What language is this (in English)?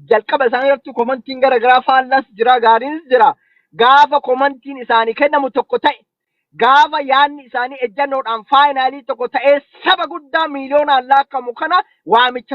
Oromo